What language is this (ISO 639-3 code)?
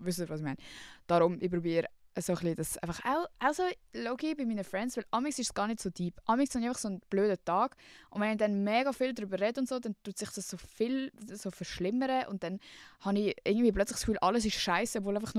gsw